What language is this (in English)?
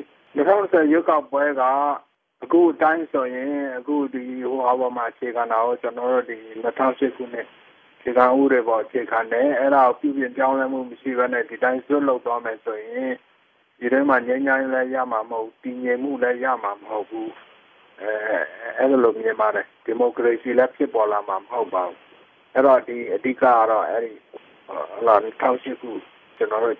Burmese